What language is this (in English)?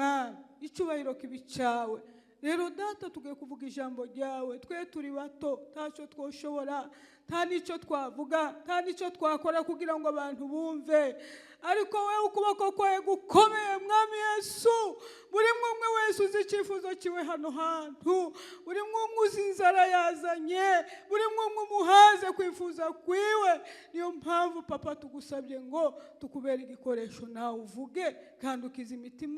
Kinyarwanda